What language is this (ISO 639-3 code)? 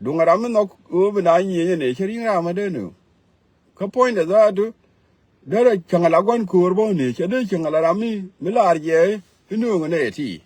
nus